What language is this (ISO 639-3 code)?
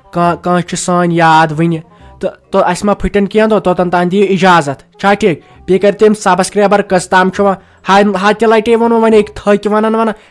kas